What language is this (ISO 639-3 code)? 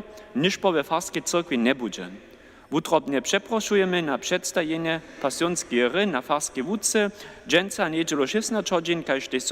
hsb